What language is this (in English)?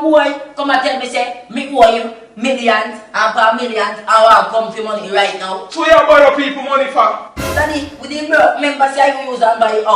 Jamaican Creole English